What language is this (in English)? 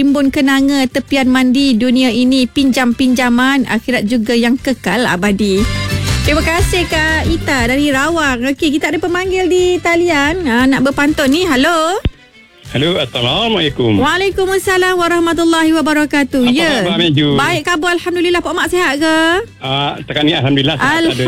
Malay